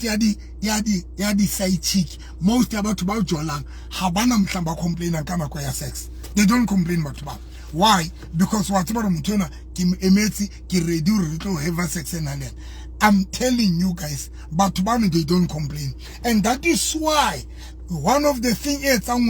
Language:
Southern Sotho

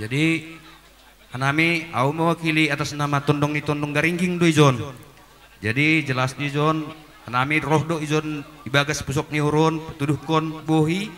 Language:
Batak Simalungun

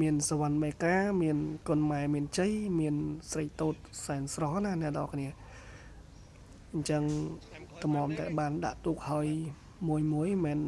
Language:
Khmer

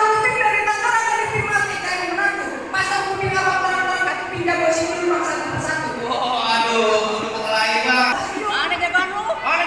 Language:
Betawi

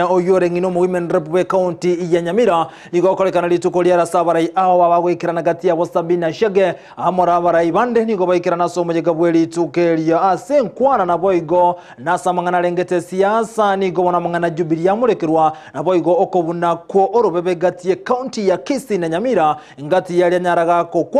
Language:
Gusii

